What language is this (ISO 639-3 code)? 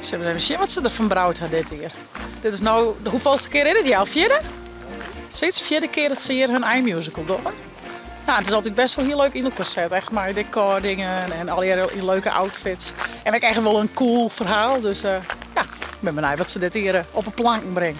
fry